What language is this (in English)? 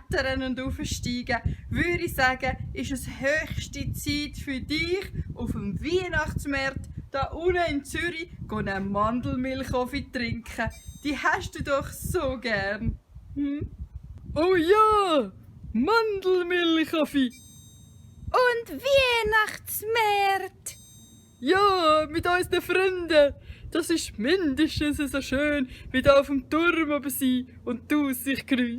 Swiss German